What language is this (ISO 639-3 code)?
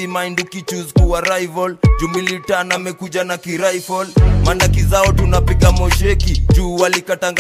swa